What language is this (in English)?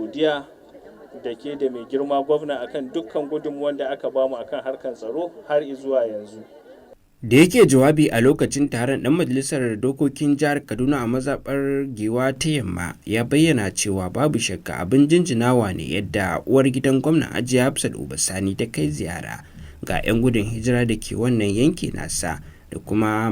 Hausa